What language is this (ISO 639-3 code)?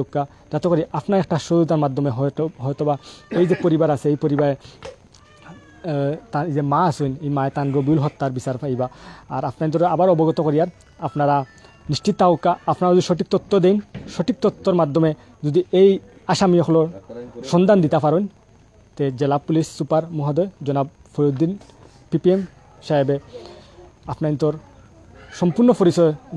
syl